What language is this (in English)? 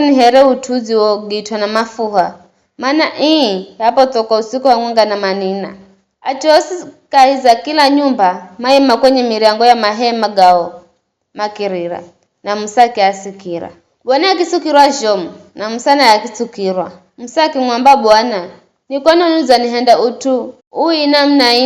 Giryama